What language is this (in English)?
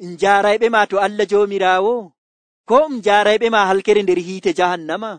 Nigerian Fulfulde